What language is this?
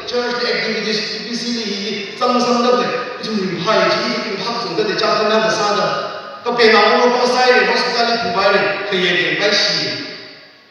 Tangkhul Naga (India)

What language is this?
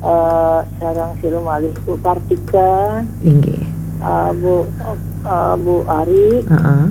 Balinese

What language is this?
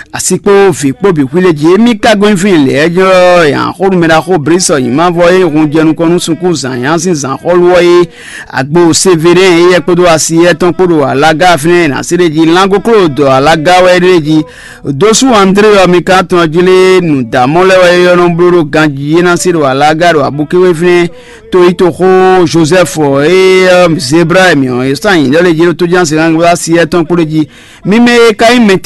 Fon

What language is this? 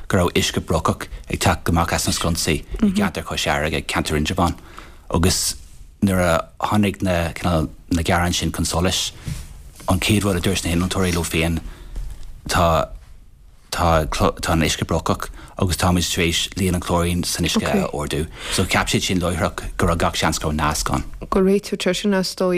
Irish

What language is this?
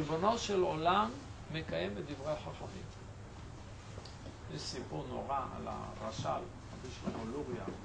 Hebrew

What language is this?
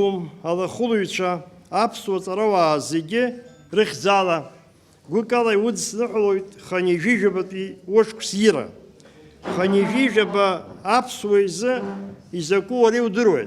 Abkhazian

